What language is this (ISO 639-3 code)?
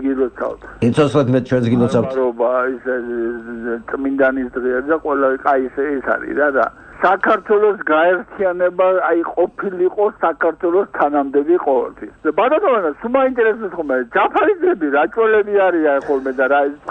kat